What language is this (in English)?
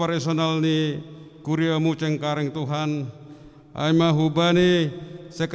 Batak Simalungun